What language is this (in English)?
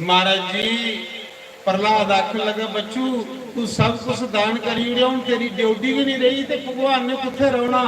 Dogri